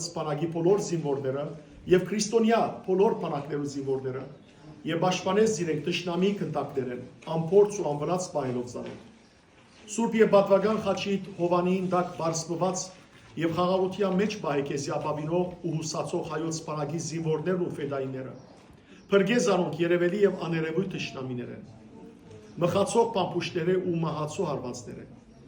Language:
Western Armenian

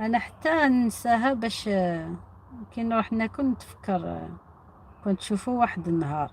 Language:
Algerian Arabic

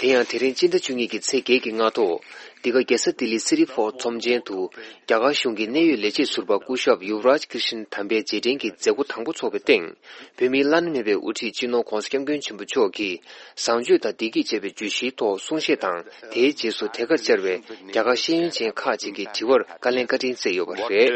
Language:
Tibetan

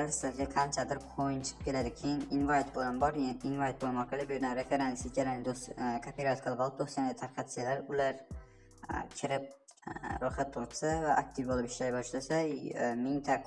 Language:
Uzbek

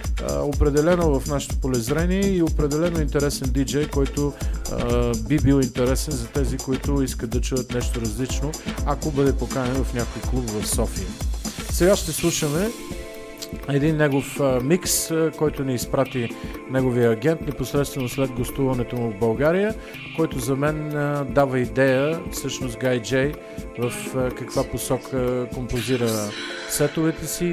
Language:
Bulgarian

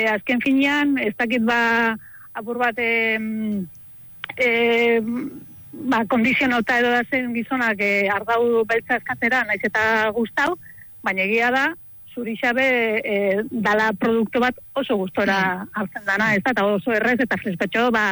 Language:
Basque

